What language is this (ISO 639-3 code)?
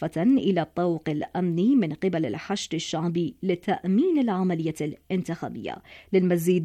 ara